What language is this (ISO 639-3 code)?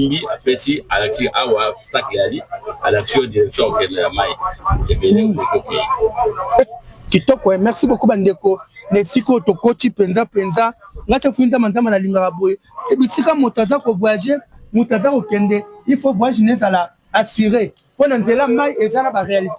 lin